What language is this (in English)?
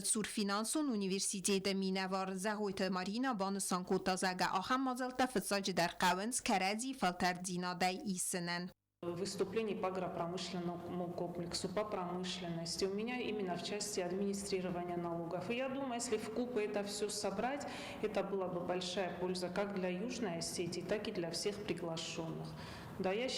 Ossetic